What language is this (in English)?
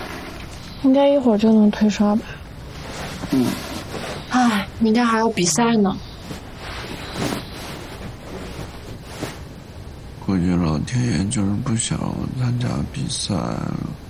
Chinese